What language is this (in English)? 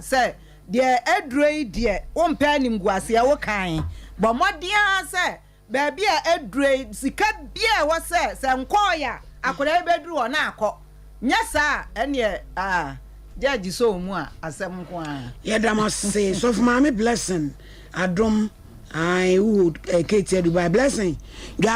Akan